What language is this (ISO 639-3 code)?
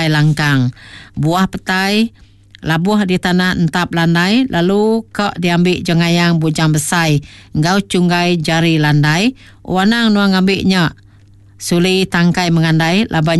iba